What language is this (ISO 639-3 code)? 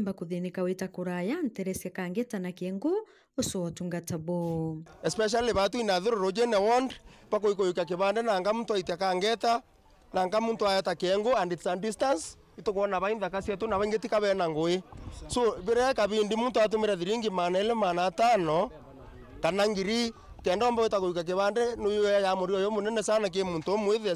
mer